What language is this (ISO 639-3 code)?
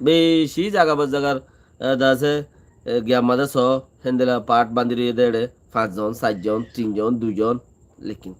rhg